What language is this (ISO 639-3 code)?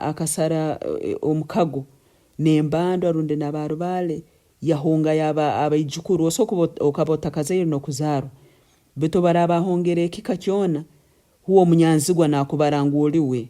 nyn